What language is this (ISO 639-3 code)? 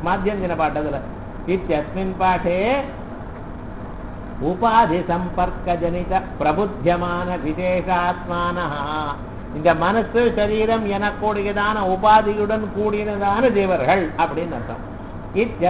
tam